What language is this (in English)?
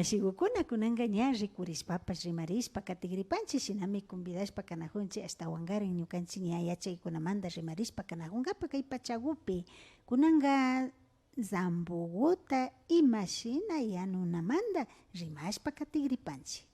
Imbabura Highland Quichua